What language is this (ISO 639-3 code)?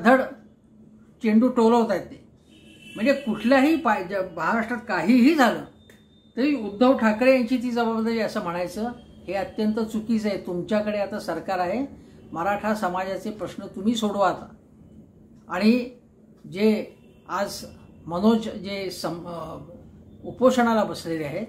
mar